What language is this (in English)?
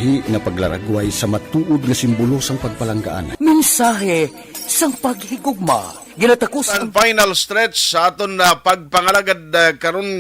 Hiligaynon